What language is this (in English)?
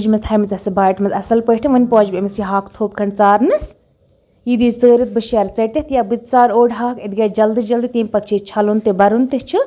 Kashmiri